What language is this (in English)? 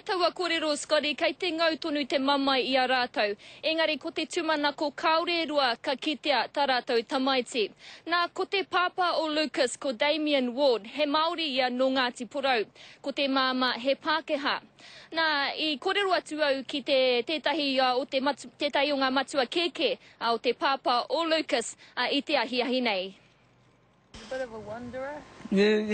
Māori